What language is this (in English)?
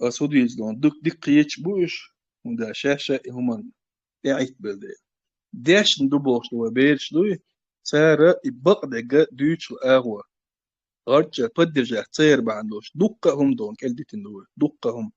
Chechen